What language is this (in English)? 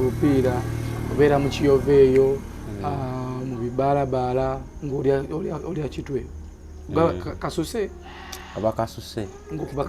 Ganda